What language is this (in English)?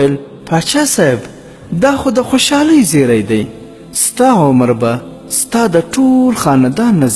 Pashto